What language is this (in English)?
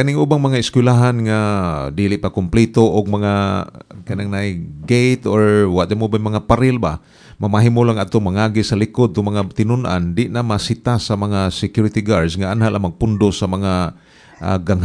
Cebuano